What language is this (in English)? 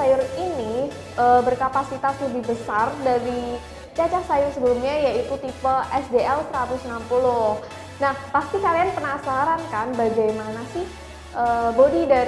Indonesian